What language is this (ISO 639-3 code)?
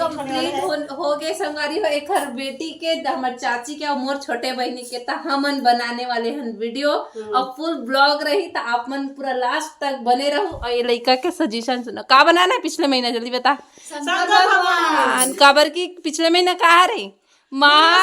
hne